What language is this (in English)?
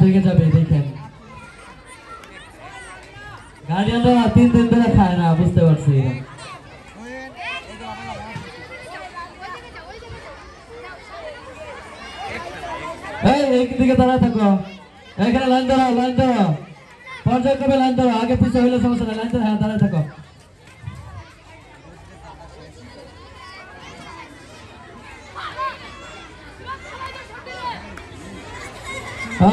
Bangla